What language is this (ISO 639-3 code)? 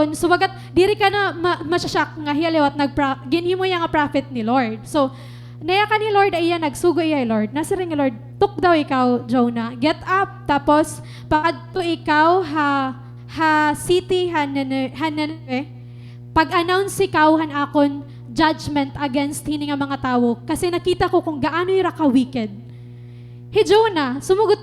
war